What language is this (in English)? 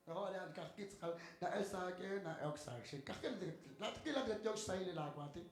Kekchí